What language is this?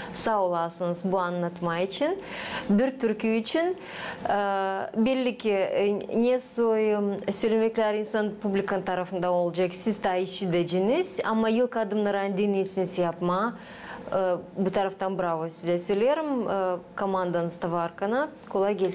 Gagauz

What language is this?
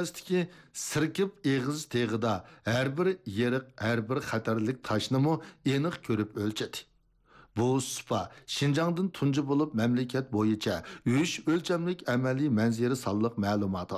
Uyghur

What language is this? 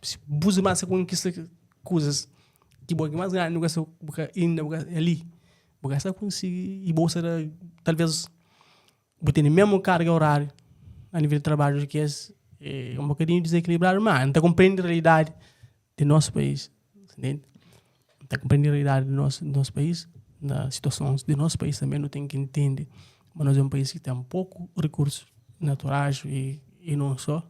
Kabuverdianu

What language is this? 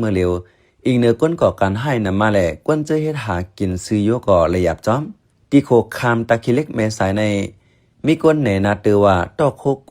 Shan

